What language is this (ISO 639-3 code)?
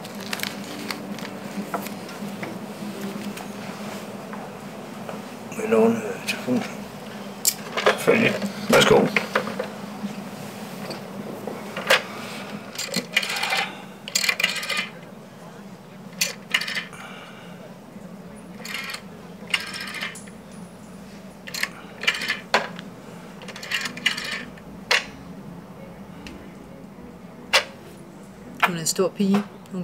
dan